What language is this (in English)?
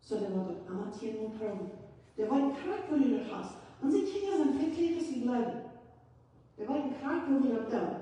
Plautdietsch